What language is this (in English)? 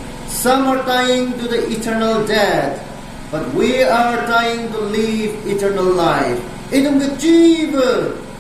Tangkhul Naga (India)